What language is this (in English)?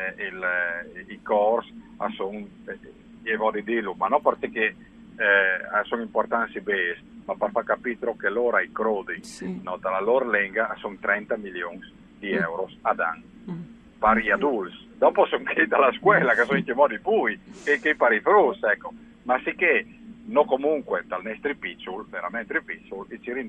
Friulian